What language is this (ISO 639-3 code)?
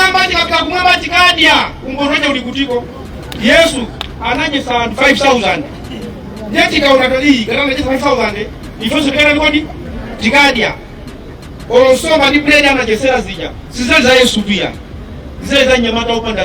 nya